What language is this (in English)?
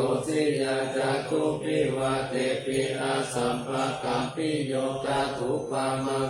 Pali